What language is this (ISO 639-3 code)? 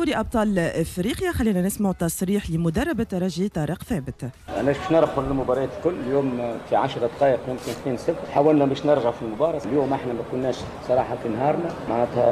aeb